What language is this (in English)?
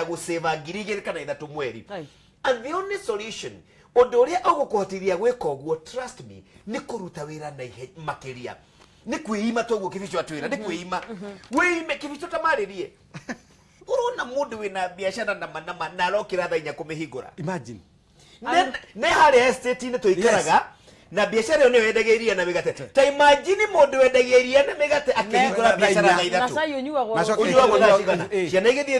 Kikuyu